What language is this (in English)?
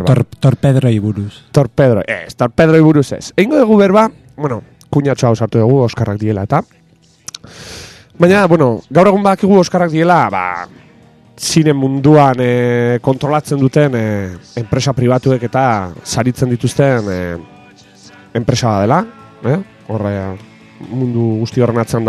Basque